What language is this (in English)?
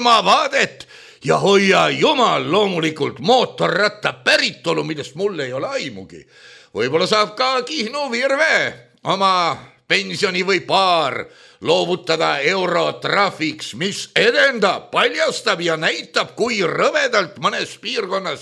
Estonian